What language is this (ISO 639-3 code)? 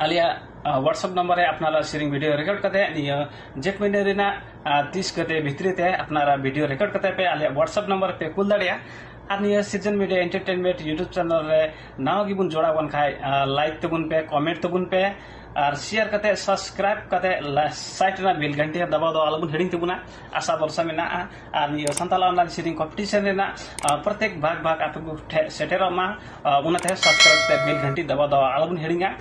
sat